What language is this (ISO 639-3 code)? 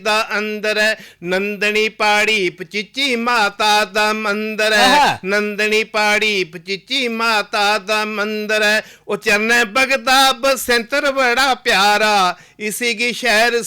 doi